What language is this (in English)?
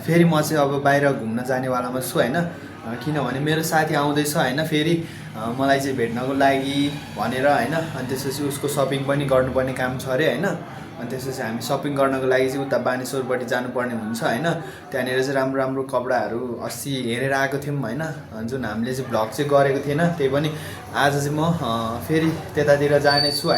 Nepali